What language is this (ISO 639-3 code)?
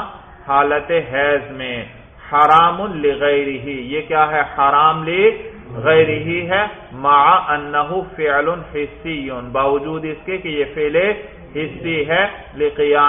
urd